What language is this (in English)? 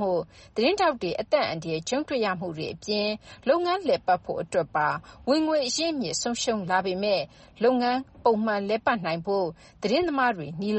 Burmese